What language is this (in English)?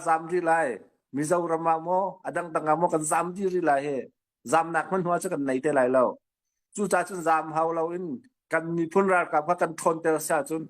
Hakha Chin